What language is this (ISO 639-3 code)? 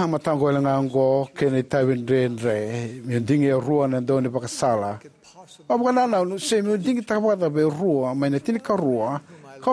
fij